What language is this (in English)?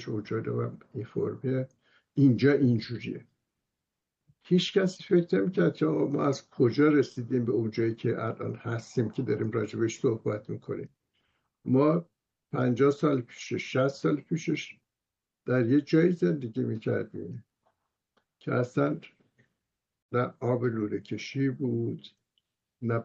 Persian